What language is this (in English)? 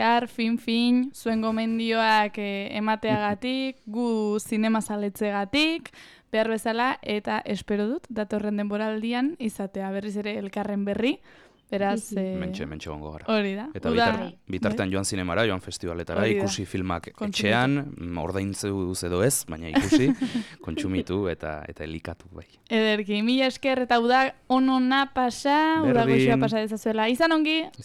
Basque